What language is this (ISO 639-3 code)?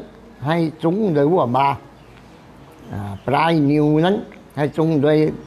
tha